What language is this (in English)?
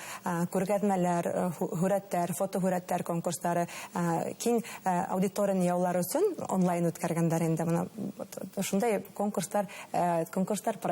Bashkir